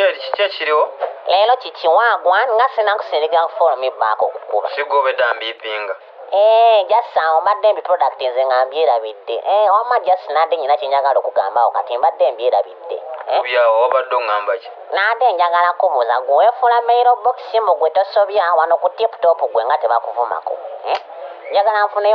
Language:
Ganda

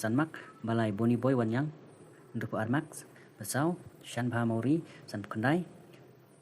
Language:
Khasi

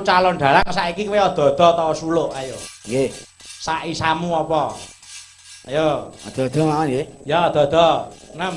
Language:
Javanese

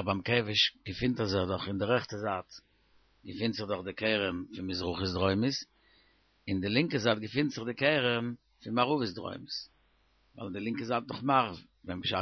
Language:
Yiddish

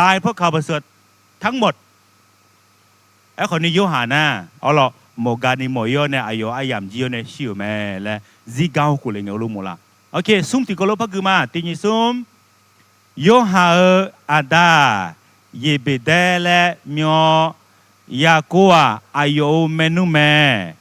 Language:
Akha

